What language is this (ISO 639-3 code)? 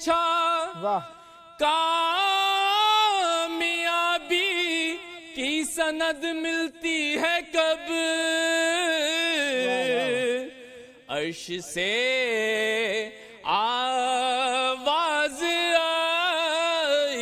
urd